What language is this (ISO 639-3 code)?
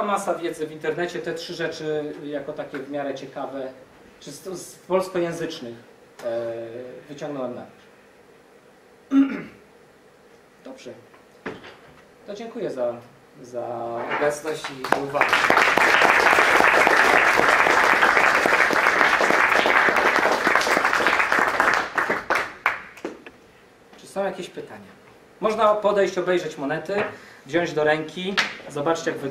pol